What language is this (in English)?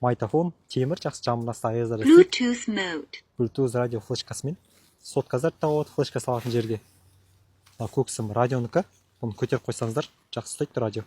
Kazakh